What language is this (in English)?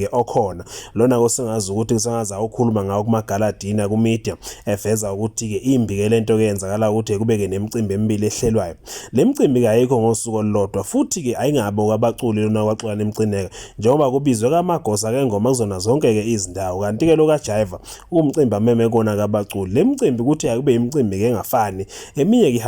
Zulu